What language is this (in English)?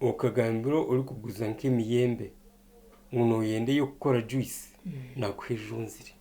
Nyankole